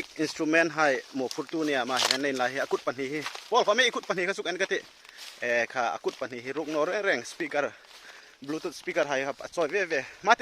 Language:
Hmar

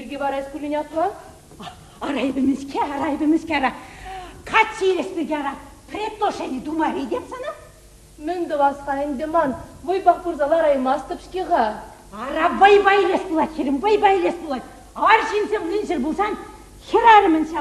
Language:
Chuvash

